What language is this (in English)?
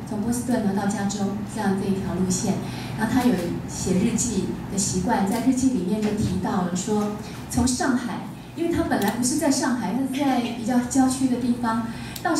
Chinese